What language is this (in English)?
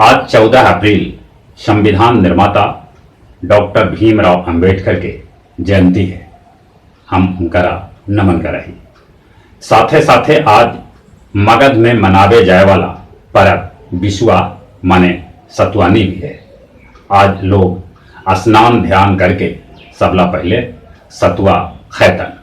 Magahi